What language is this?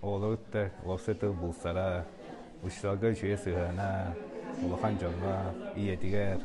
Yakut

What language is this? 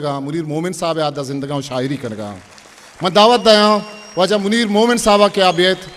Eastern Balochi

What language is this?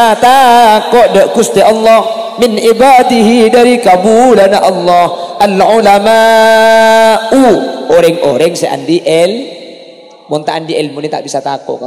Madurese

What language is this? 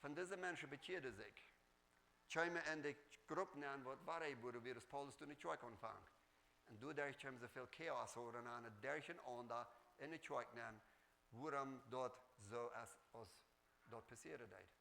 Plautdietsch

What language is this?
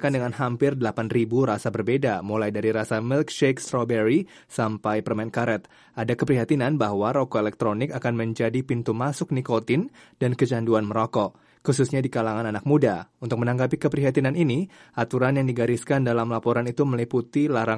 Indonesian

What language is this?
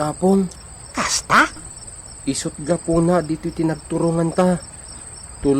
Iloko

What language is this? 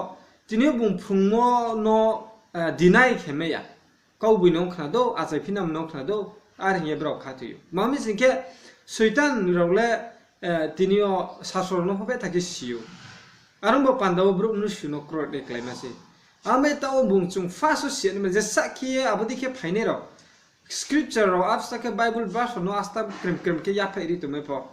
Riang (India)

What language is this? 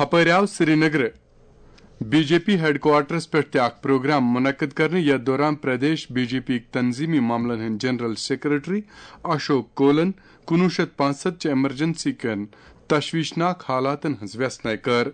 Kashmiri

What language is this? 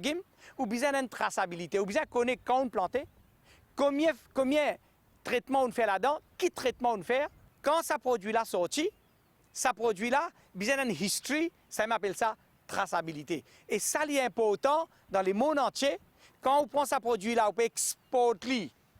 Morisyen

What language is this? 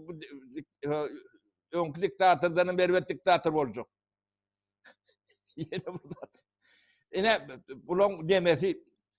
Turkmen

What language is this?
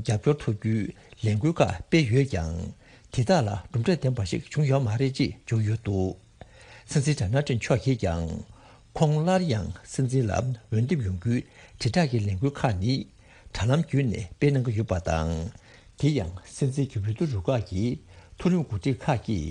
Tibetan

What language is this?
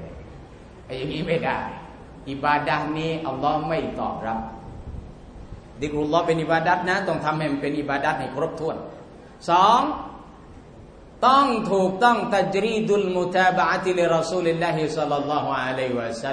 Thai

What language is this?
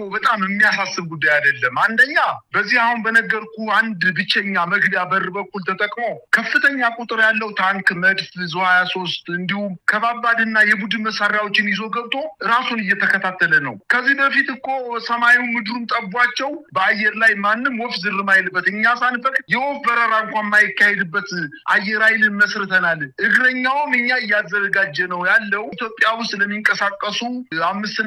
Amharic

